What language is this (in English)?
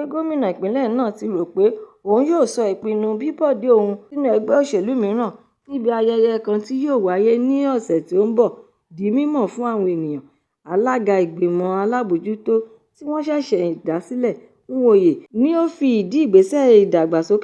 Yoruba